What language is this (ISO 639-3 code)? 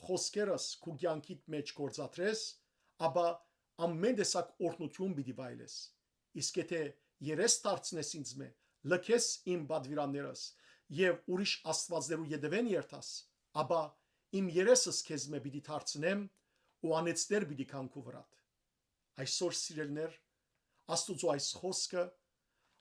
hyw